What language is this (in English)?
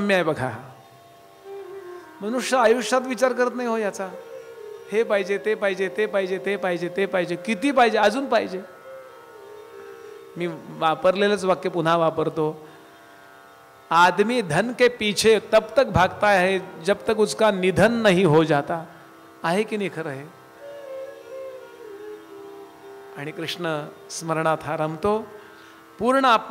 Marathi